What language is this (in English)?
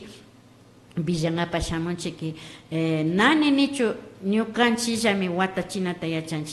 Imbabura Highland Quichua